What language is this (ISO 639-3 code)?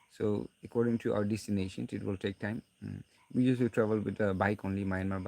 nag